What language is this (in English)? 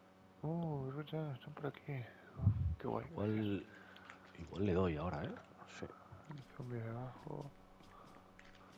Spanish